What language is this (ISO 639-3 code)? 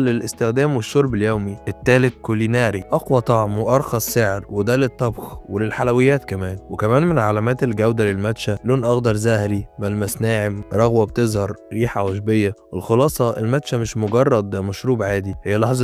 arz